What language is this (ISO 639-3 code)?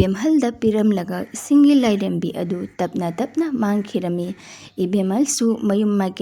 mni